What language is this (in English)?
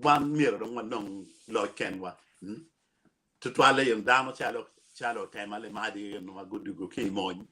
Acoli